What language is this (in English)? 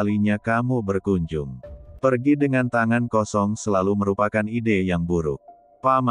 Indonesian